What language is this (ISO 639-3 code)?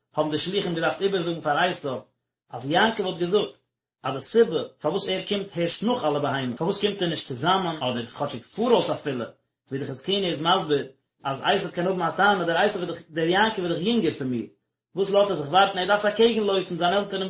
yid